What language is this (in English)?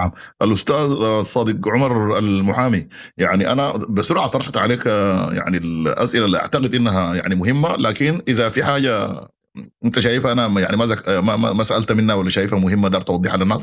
Sudanese Arabic